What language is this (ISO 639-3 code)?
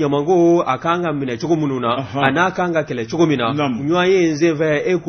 bam